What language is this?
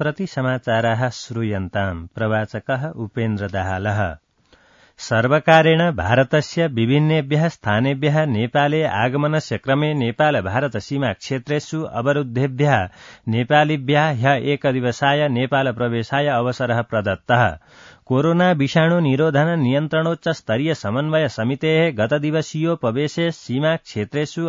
Sanskrit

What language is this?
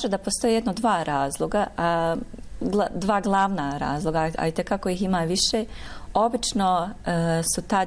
Bosnian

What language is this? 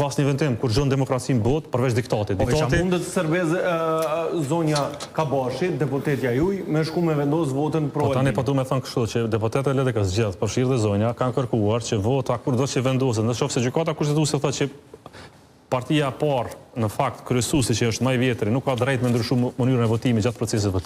Albanian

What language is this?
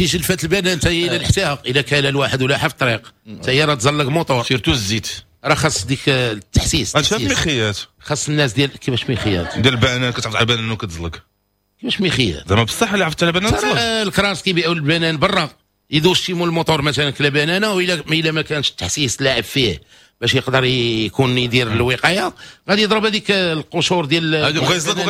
Moroccan Arabic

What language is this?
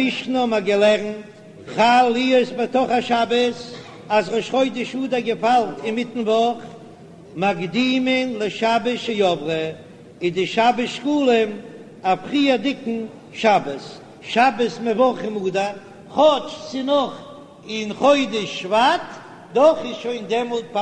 Yiddish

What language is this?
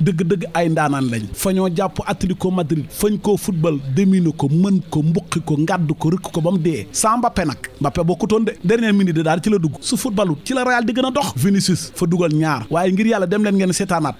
Wolof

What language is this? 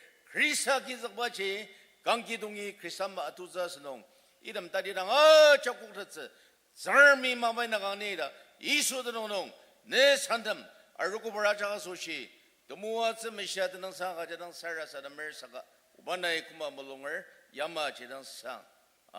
Ao Naga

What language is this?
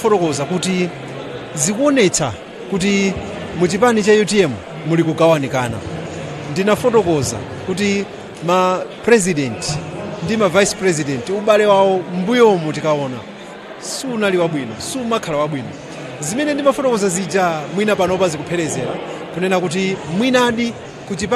Nyanja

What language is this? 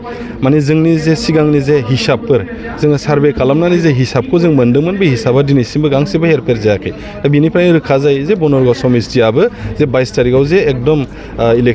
Bodo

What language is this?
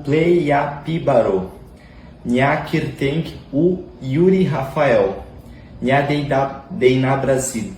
Khasi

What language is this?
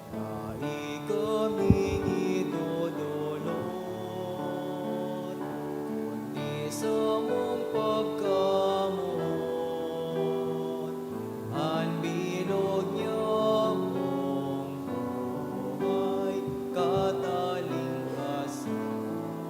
Bikol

